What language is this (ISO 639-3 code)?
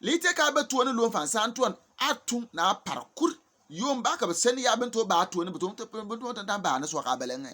bim